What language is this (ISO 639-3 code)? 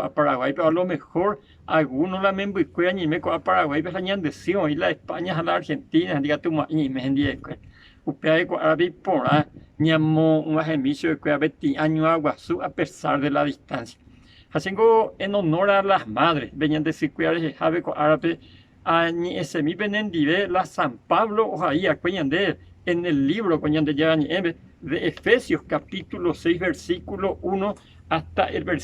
grn